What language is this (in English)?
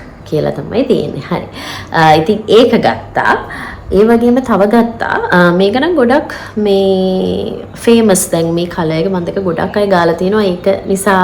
Sinhala